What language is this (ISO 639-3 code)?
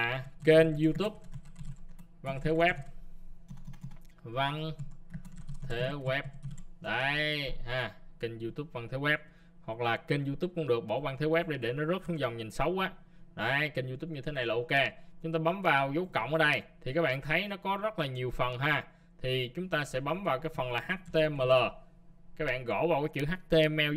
vie